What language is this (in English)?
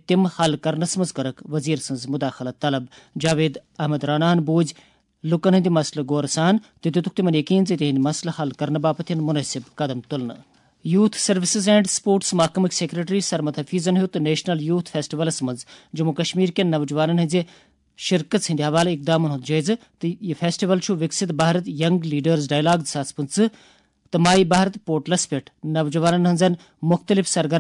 Kashmiri